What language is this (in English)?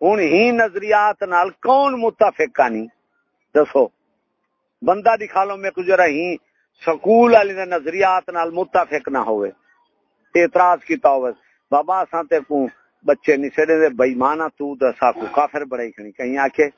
Saraiki